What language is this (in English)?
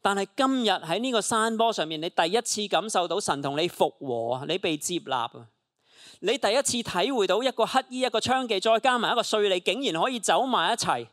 Cantonese